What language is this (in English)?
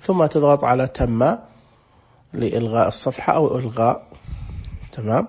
Najdi Arabic